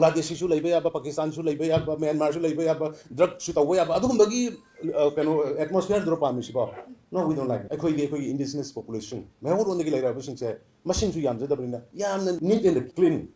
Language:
Manipuri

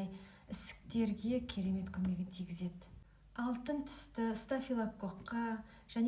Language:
Kazakh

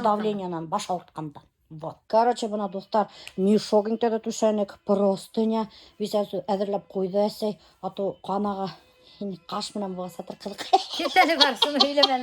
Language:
Bashkir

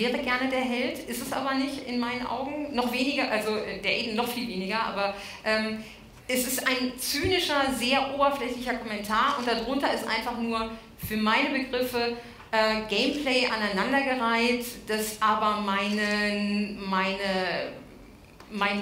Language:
German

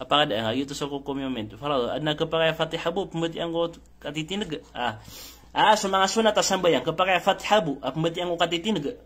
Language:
Maranao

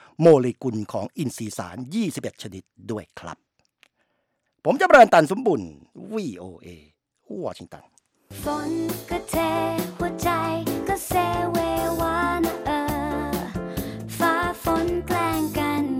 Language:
Thai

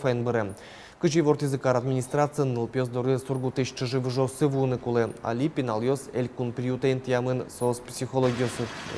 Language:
Udmurt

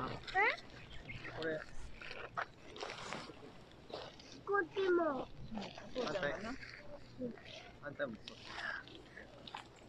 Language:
Japanese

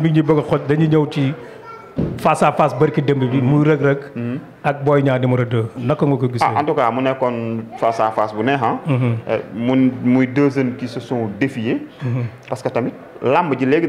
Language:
Wolof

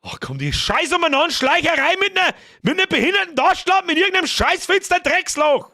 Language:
Bavarian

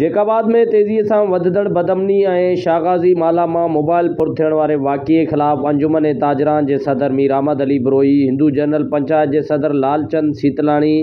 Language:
Sindhi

